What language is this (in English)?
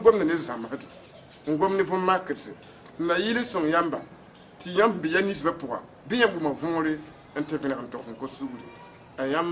Mossi